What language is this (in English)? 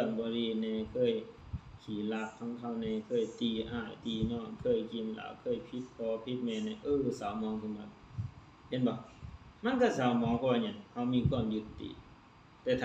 Lao